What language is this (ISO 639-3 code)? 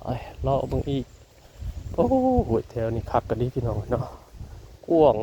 tts